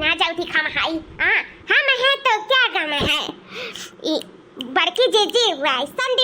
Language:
Awadhi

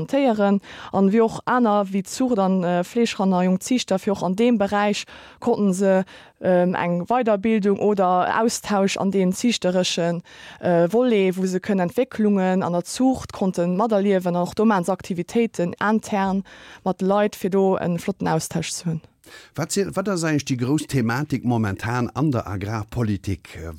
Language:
Luxembourgish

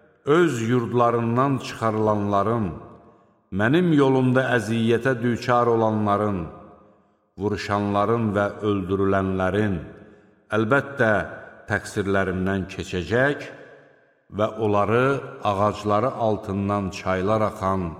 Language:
Azerbaijani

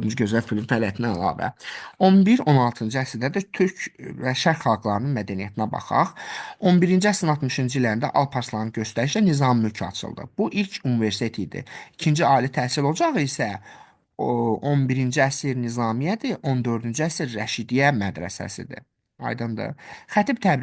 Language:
Azerbaijani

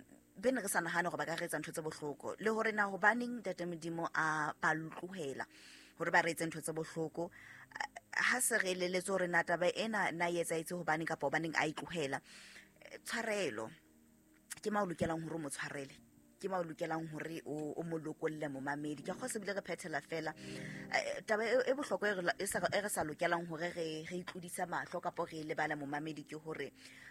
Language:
Southern Sotho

